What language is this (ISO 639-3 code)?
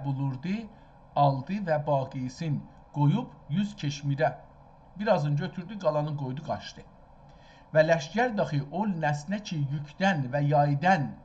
azb